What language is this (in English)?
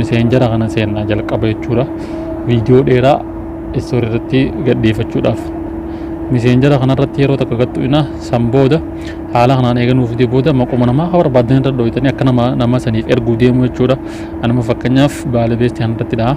Oromo